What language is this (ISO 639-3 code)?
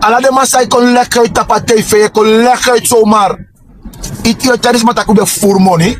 srn